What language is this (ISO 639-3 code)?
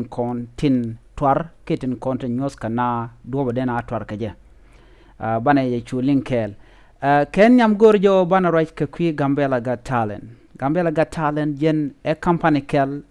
nus